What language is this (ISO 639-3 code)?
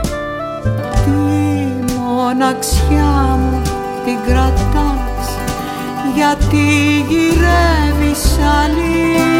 ell